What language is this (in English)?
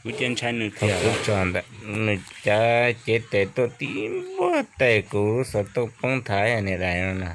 Hmong